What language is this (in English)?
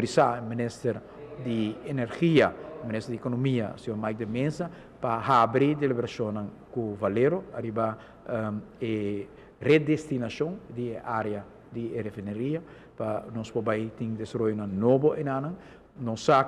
Papiamento